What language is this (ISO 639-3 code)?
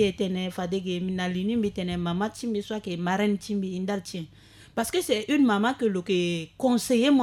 sag